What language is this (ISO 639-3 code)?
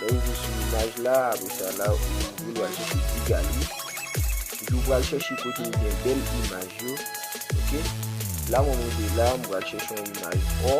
hat